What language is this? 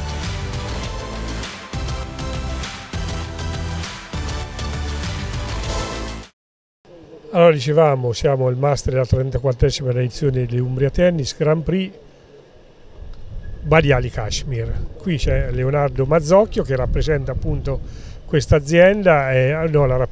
Italian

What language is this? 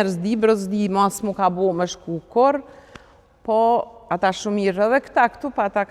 Albanian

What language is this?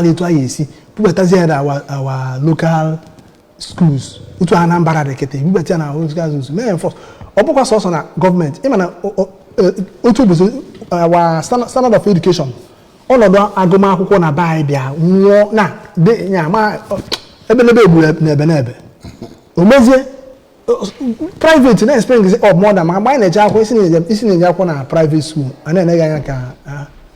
Igbo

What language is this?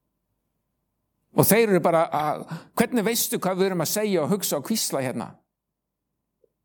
Icelandic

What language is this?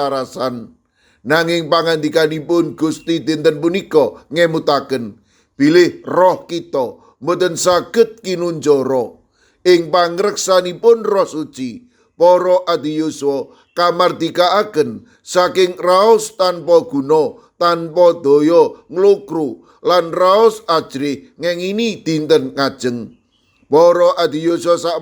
Javanese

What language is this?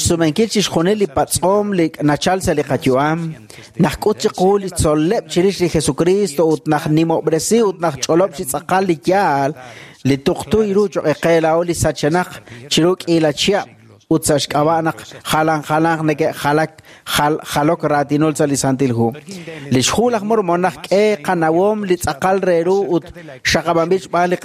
Kekchí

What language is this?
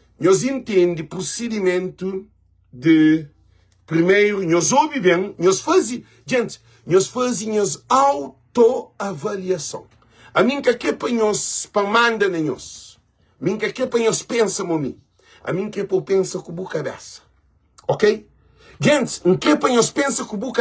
Kabuverdianu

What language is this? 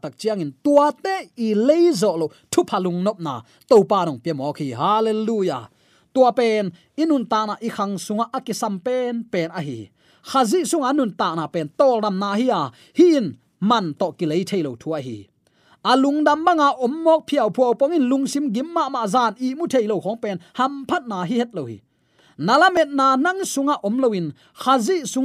Tedim Chin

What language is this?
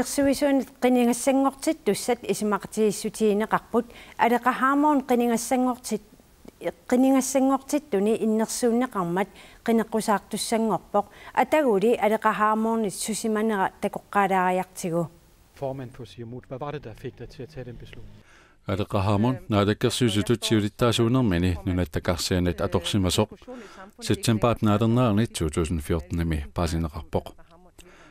Kalaallisut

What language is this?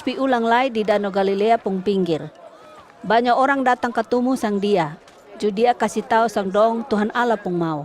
Kupang Malay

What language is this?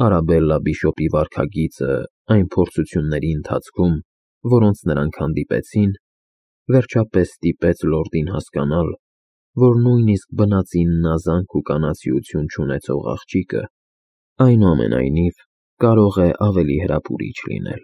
Armenian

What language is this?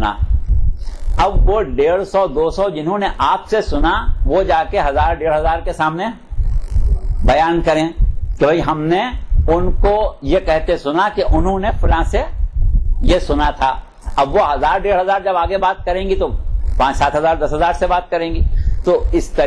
Urdu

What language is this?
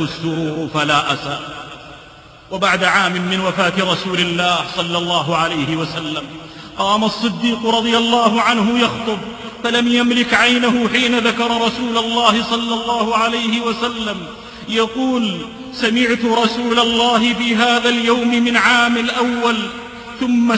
Arabic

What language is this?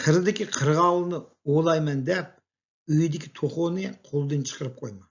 Uyghur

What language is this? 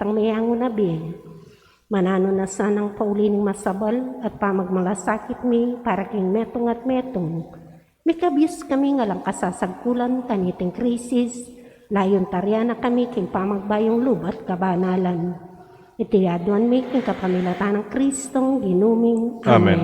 Pampanga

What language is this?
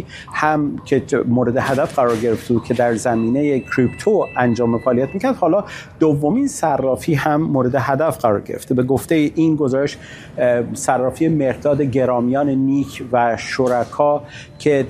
Persian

